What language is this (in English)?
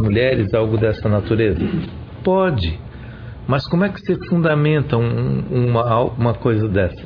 Portuguese